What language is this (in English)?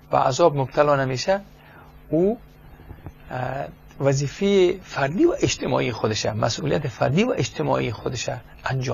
Persian